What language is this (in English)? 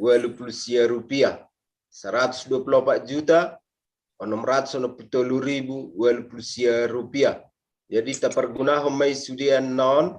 Batak Toba